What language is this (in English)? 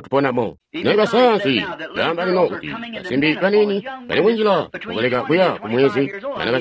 Tonga (Zambia)